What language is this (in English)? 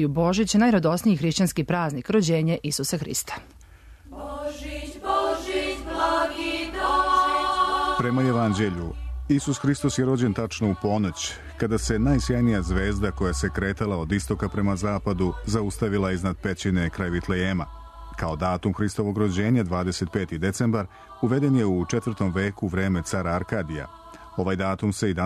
Serbian